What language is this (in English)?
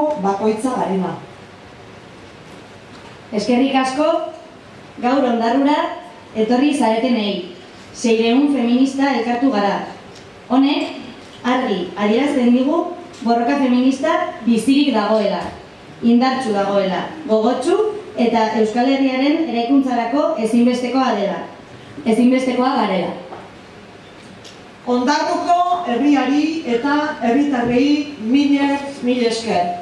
Basque